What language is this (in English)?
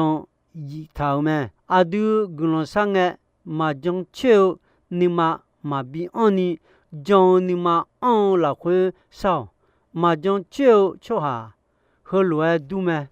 Akha